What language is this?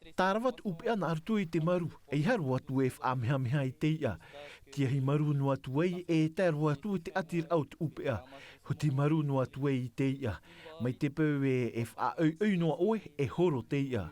Tahitian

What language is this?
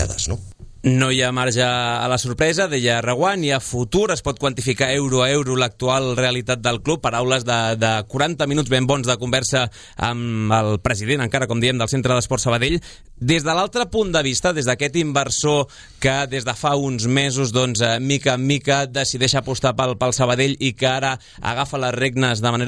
Catalan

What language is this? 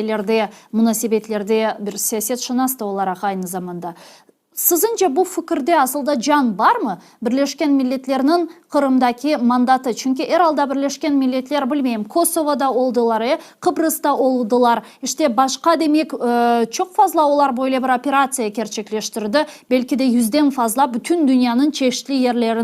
Crimean Tatar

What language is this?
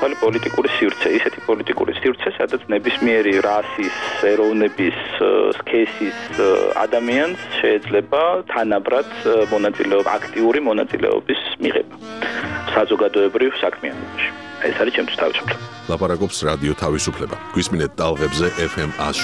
Georgian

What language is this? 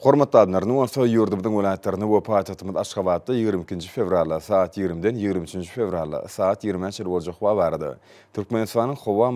Turkmen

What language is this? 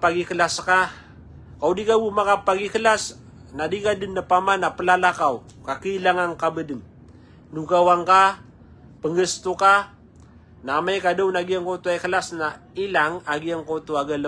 Maranao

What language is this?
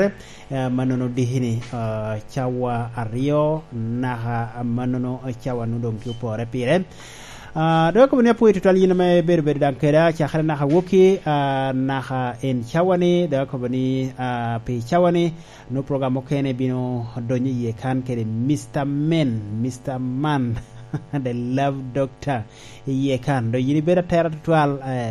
Lango (Uganda)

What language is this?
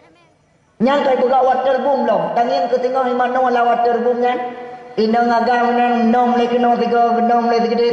Achinese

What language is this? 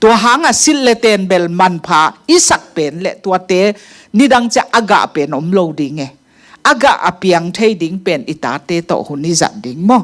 Tedim Chin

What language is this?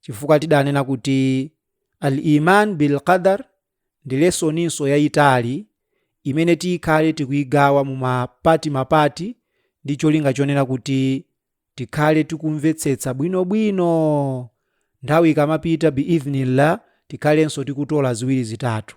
Nyanja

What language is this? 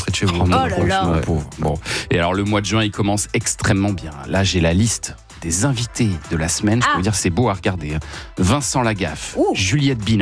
French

